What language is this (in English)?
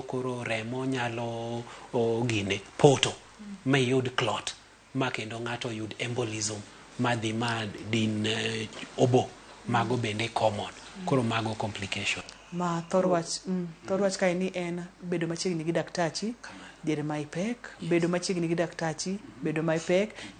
Luo (Kenya and Tanzania)